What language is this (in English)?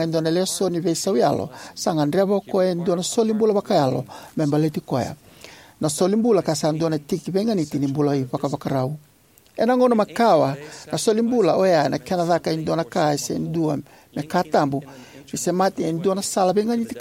Fijian